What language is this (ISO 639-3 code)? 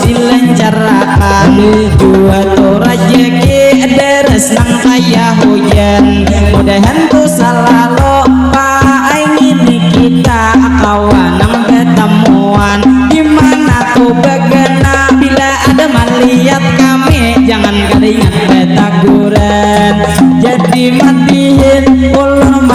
bjn